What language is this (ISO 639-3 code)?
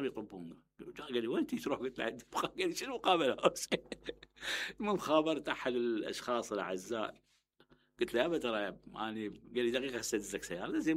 acm